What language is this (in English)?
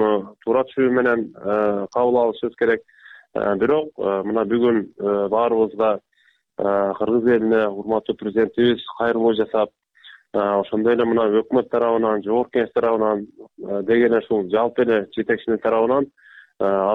Kyrgyz